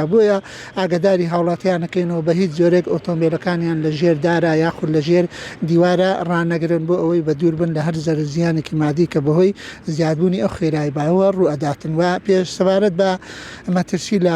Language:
Central Kurdish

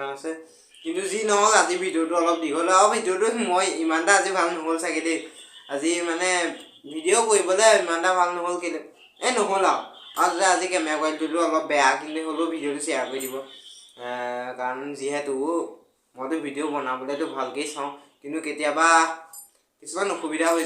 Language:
Assamese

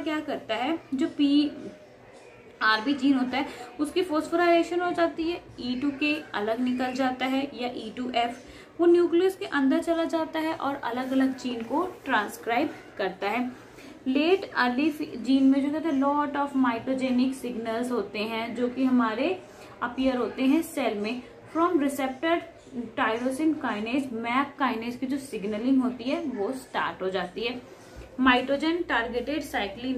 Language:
Hindi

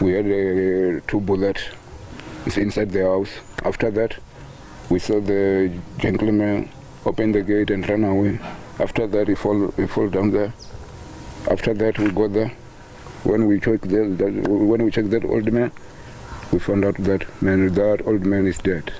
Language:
Venda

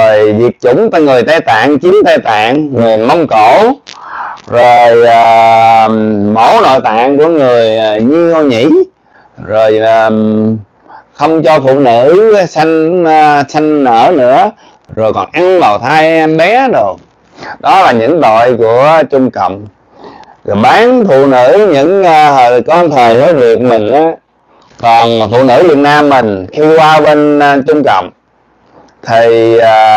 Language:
Vietnamese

